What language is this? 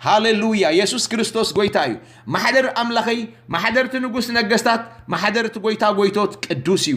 Tigrinya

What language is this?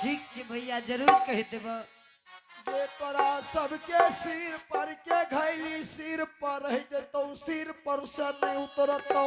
Angika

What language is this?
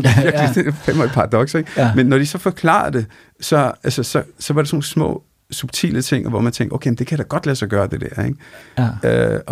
Danish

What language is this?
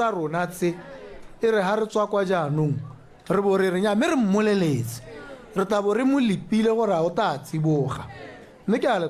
Tswana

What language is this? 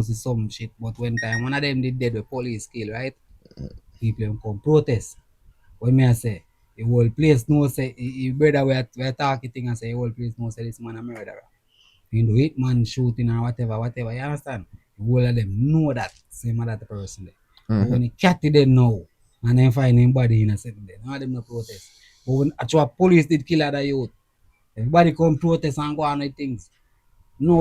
Jamaican Creole English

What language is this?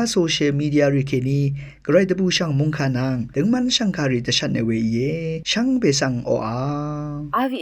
Rawang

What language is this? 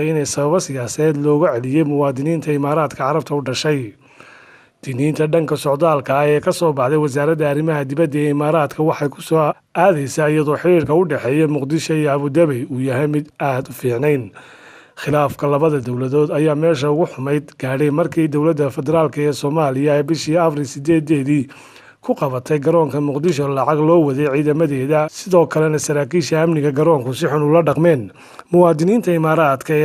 Somali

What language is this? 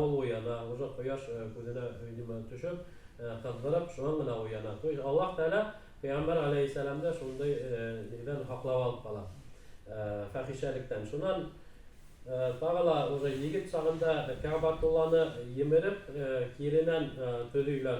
Bashkir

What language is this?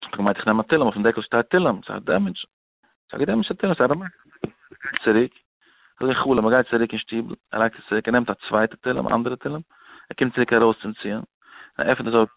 Yiddish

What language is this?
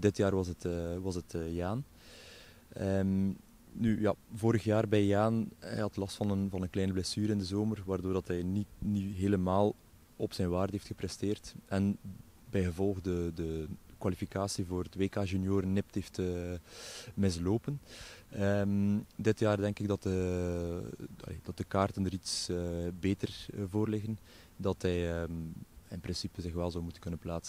Dutch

